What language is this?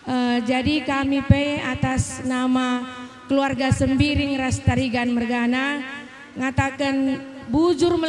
Batak Karo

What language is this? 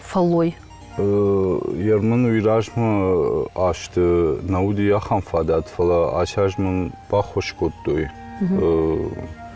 Ossetic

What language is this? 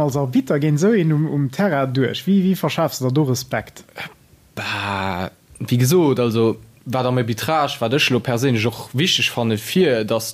Luxembourgish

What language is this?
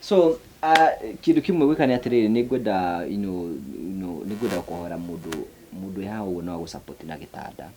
Kikuyu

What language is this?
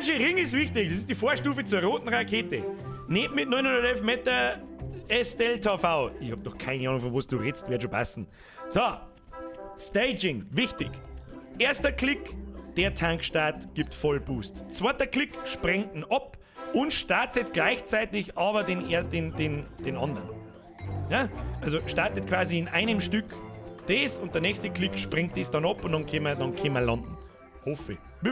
Bavarian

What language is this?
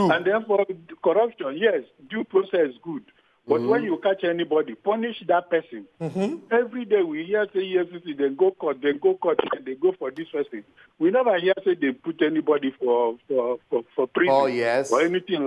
Nigerian Pidgin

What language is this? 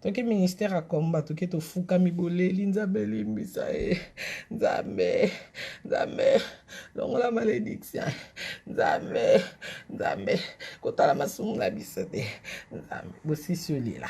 Lingala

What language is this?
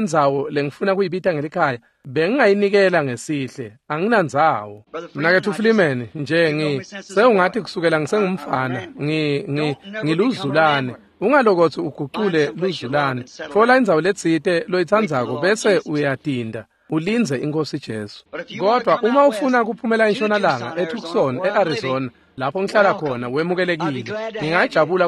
Swati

